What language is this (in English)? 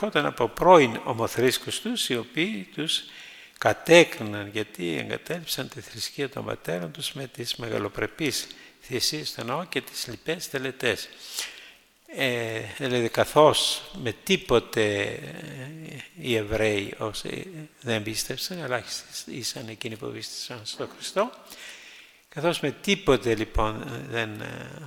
Greek